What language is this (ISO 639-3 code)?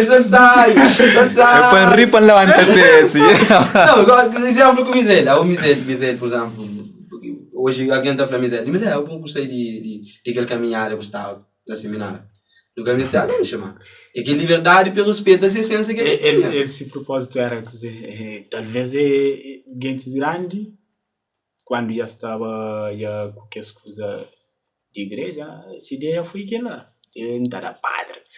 kea